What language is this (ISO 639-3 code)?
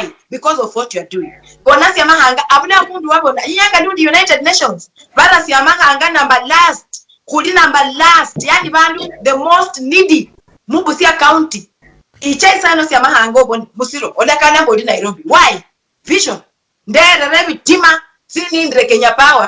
luy